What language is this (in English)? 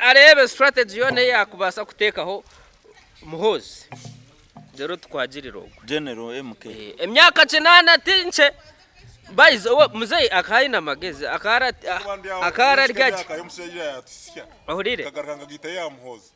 Nyankole